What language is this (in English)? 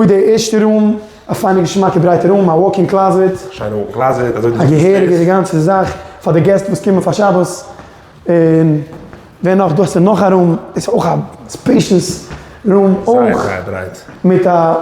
Yiddish